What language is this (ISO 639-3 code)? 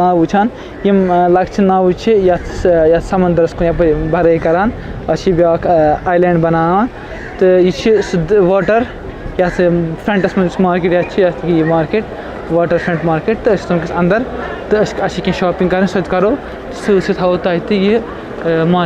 kas